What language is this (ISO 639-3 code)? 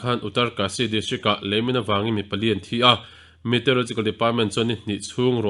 lus